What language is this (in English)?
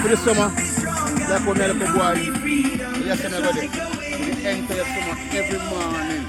Jamaican Creole English